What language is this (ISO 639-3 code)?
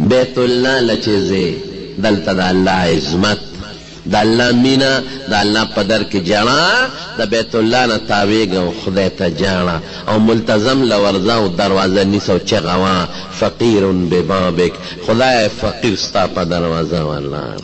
pus